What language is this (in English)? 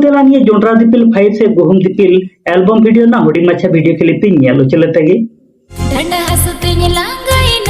Santali